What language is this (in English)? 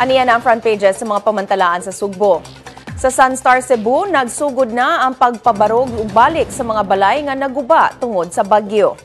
Cebuano